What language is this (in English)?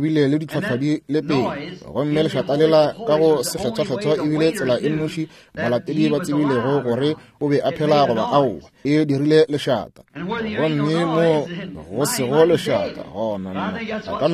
Northern Sotho